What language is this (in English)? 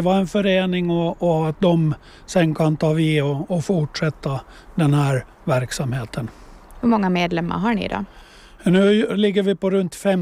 Swedish